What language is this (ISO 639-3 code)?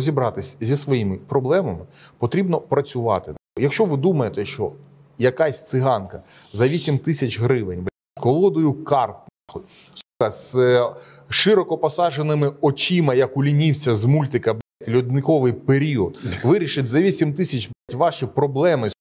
ukr